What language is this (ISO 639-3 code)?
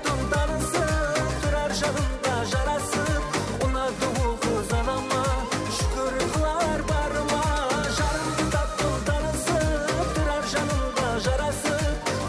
kaa